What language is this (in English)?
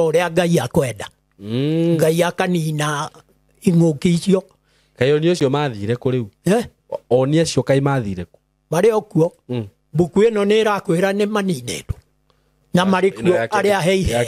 Kikuyu